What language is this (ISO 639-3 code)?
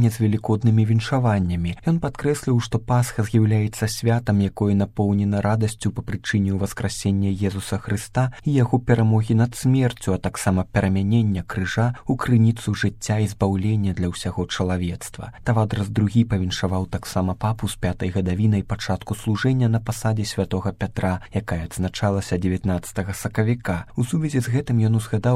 bel